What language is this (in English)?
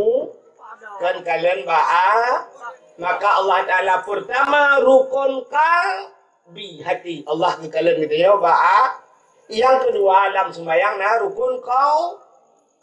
Achinese